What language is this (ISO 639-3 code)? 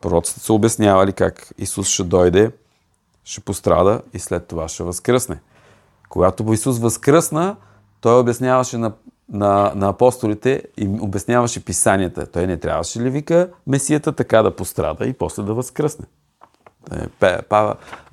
bul